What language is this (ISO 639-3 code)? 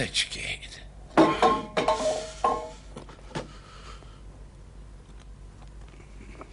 hun